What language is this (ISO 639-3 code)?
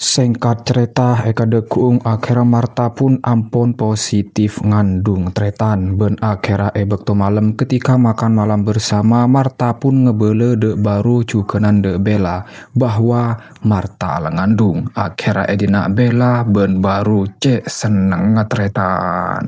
mad